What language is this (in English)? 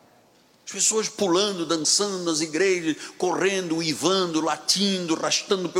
Portuguese